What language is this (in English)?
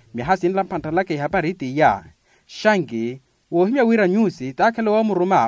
Makhuwa